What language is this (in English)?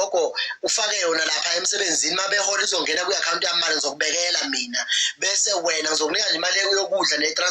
Zulu